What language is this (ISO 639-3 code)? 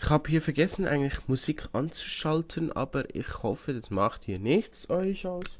gsw